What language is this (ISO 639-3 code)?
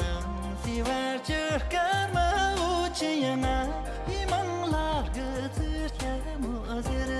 bod